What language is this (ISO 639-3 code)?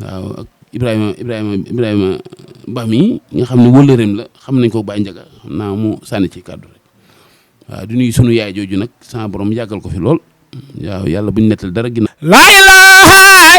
wol